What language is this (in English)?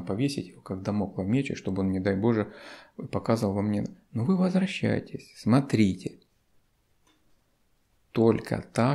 Russian